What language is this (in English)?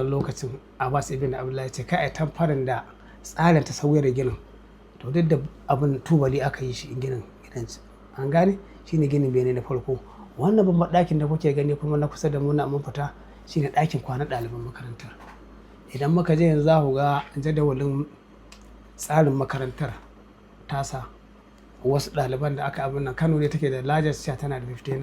Hausa